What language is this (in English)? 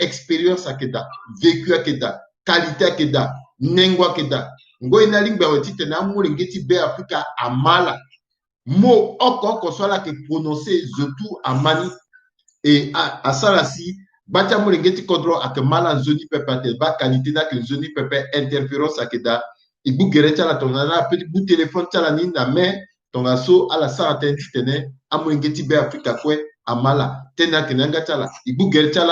Sango